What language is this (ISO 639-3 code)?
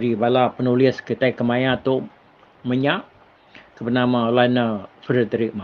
iba